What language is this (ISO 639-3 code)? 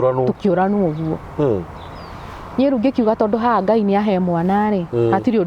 kik